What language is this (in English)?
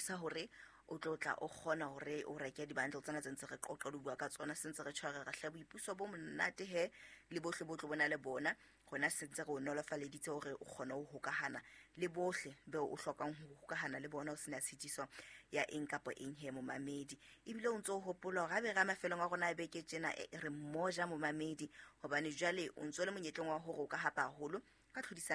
Southern Sotho